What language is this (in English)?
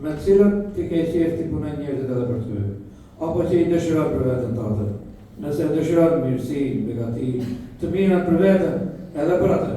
Albanian